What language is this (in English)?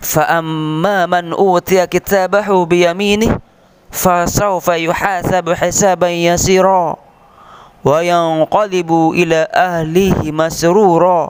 Sasak